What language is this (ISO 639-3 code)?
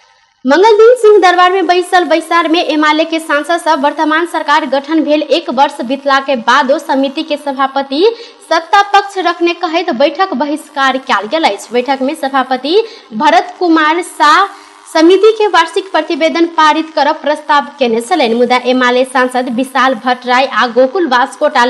mai